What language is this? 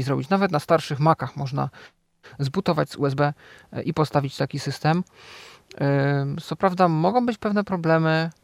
Polish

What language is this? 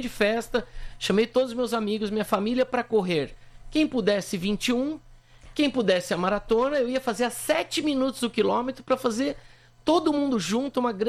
Portuguese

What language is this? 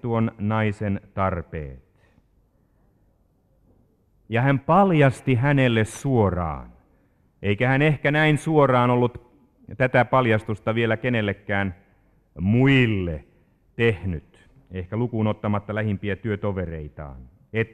Finnish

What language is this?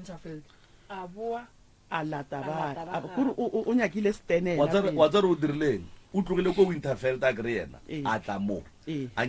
Northern Sotho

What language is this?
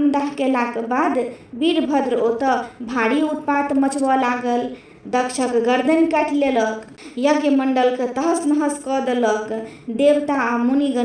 Maithili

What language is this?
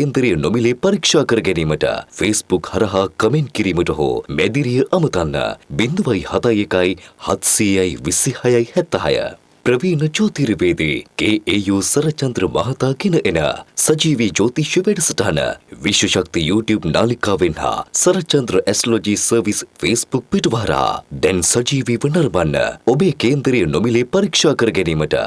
Sinhala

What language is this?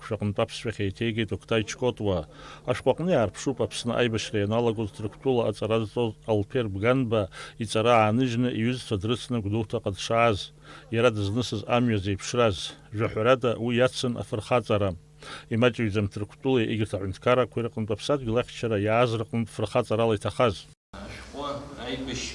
Abkhazian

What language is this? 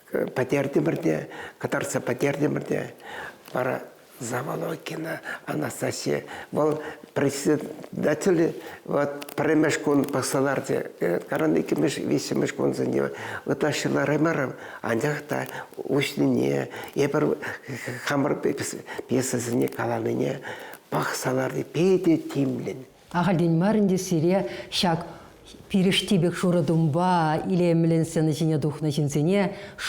Chuvash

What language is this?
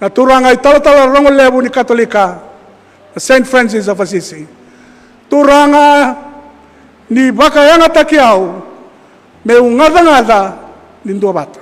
Fijian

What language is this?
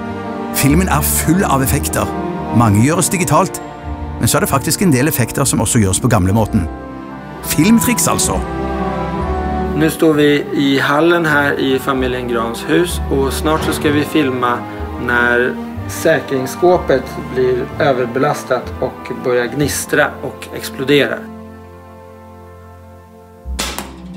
Norwegian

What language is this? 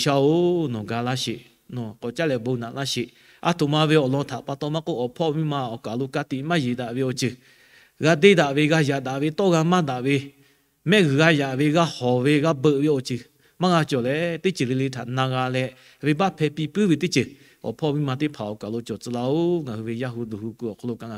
Lahu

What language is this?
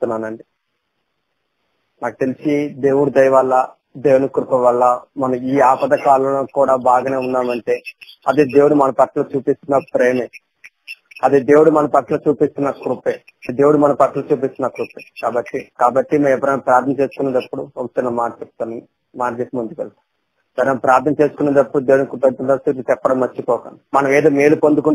Telugu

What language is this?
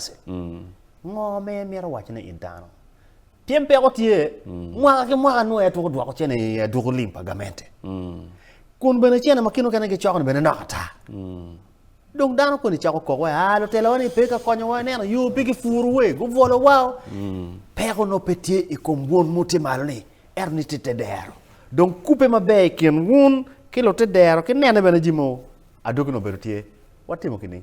Acoli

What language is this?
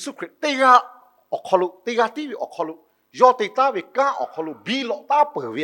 Lahu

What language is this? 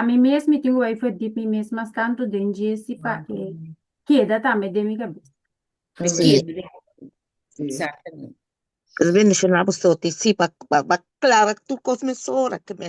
Papiamento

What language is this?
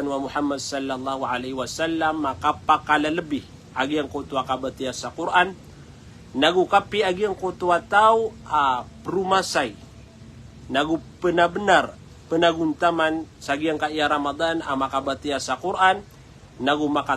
Maranao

